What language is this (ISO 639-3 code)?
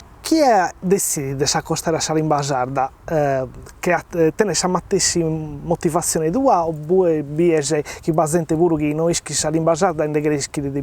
srd